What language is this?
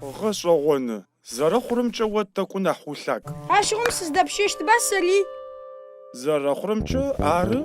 Adyghe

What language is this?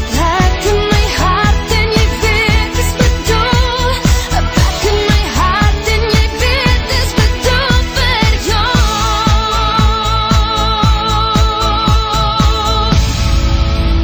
Afrikaans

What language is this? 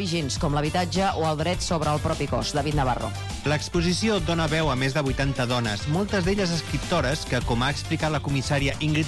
Catalan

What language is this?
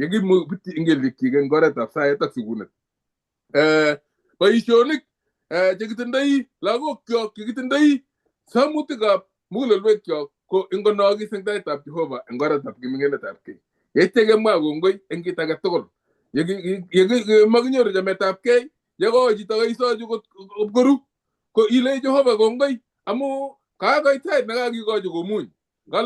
Kalenjin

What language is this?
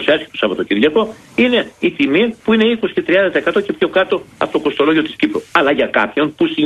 Greek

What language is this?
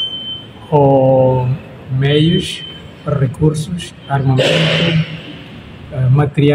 Tetum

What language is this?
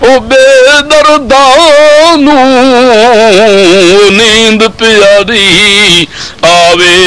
Saraiki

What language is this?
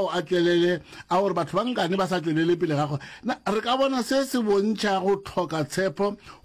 Northern Sotho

